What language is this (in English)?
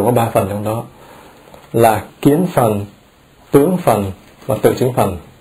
Vietnamese